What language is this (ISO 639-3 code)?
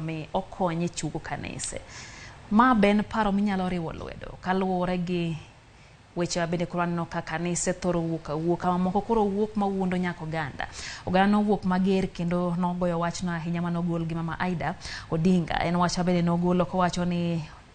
luo